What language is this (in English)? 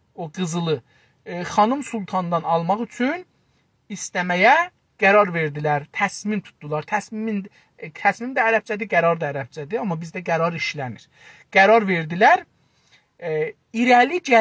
South Azerbaijani